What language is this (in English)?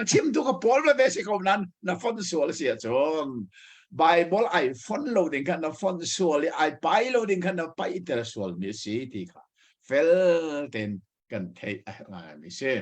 Hakha Chin